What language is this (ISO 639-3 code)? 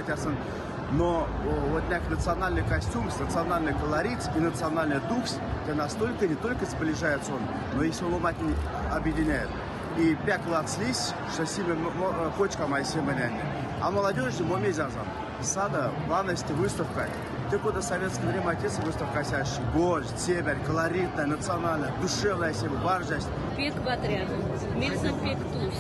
myv